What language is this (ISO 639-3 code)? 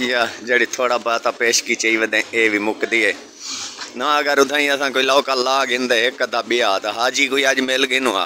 skr